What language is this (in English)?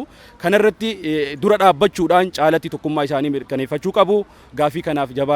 Oromo